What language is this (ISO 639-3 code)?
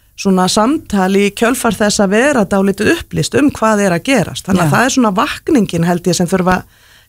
isl